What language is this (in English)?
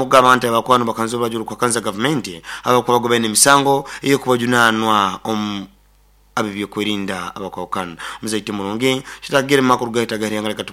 Nyoro